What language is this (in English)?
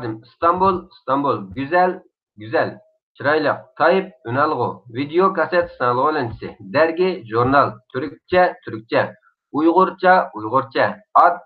Uyghur